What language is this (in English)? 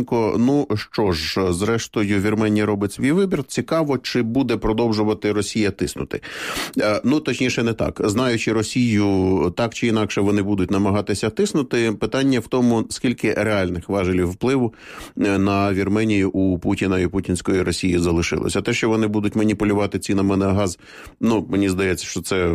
Ukrainian